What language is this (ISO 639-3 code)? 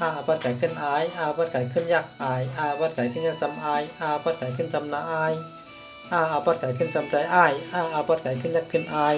shn